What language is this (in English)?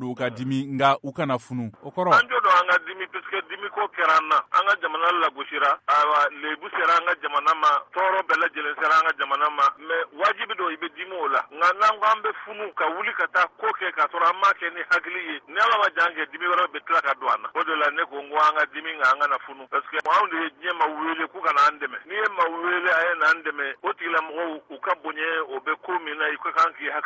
Bambara